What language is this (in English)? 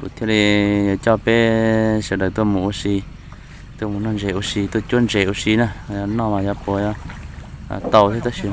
Hmong